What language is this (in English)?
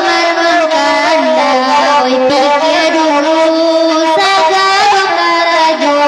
Minangkabau